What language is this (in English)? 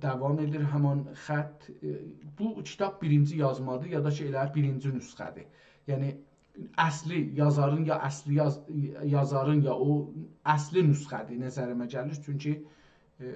South Azerbaijani